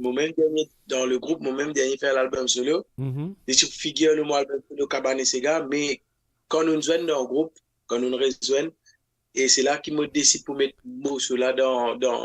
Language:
Morisyen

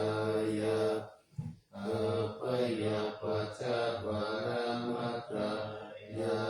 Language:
Pali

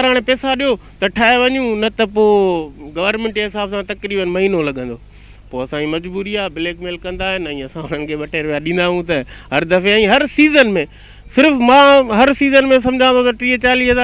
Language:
Sindhi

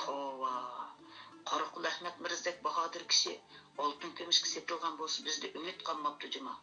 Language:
Uyghur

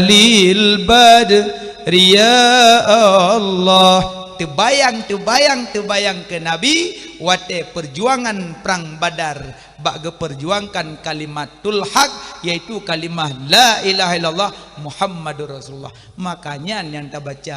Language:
Achinese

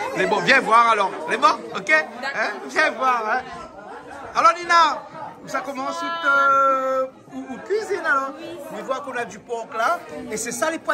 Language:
Réunion Creole French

